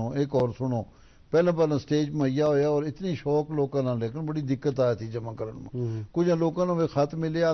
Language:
Gujari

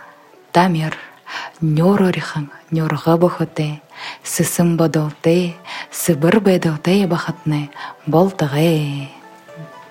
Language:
Buriat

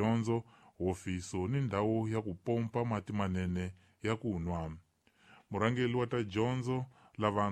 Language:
Tsonga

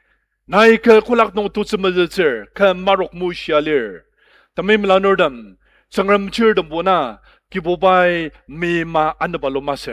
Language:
Ao Naga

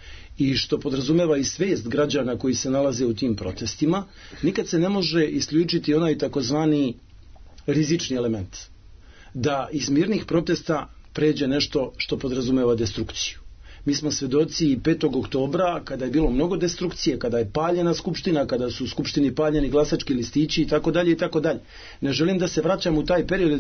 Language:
Serbian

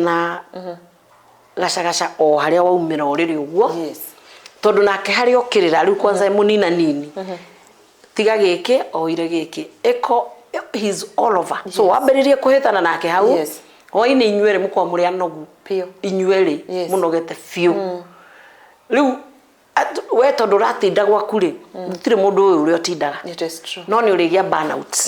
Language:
Kikuyu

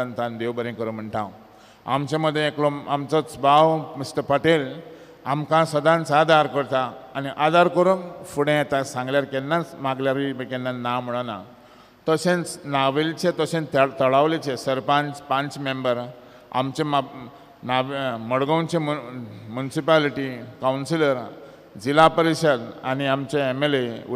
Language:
Konkani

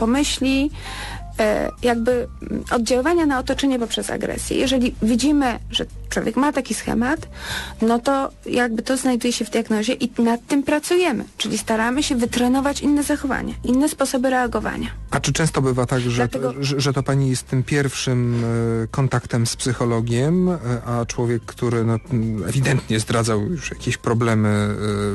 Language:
Polish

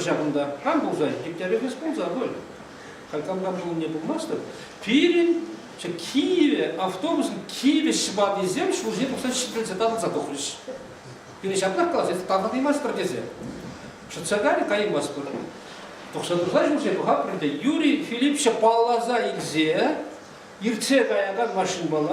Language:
Chuvash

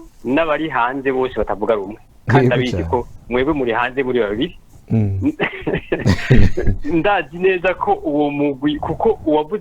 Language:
Rundi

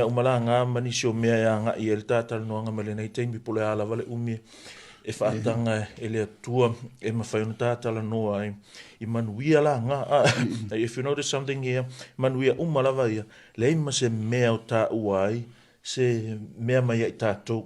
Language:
Samoan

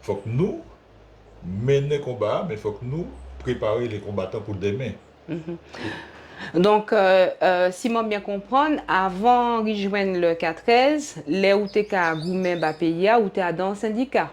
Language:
Guadeloupean Creole French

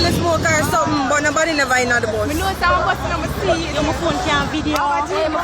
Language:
Jamaican Creole English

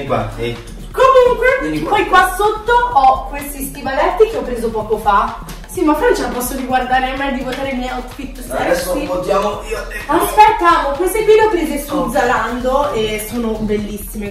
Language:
Italian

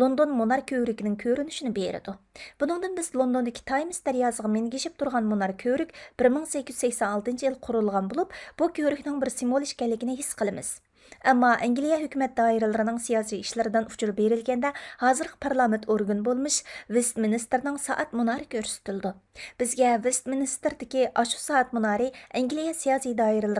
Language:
Uyghur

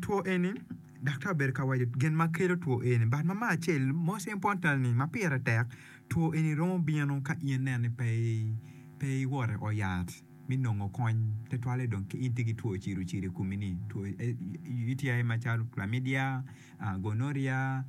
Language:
Acoli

